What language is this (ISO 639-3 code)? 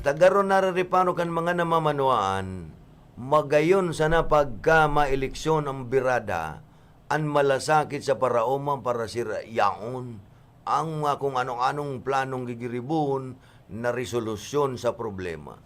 bik